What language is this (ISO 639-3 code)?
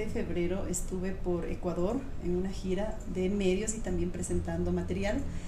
spa